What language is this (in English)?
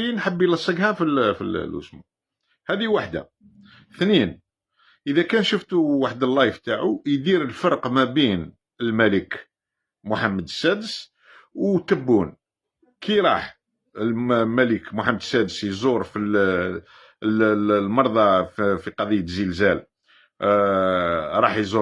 Algerian Arabic